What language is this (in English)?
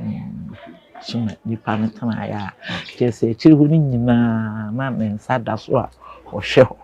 Akan